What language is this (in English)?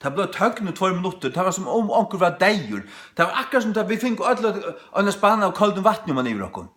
Faroese